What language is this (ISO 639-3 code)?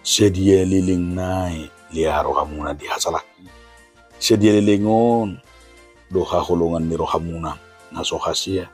bbc